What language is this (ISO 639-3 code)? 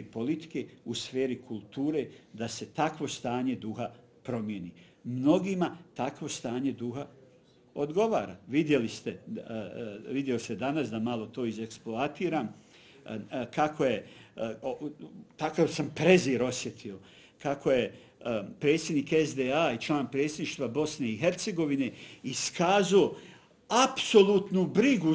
bos